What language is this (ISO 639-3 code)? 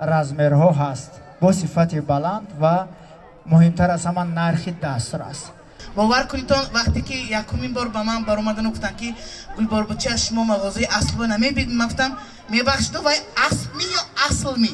tgk